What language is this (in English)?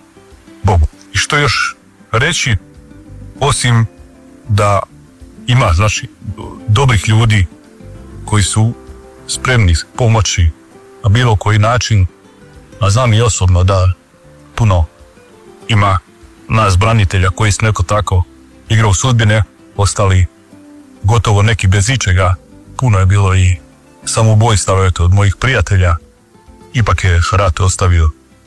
Croatian